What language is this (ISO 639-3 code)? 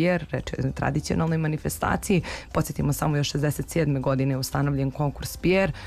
srp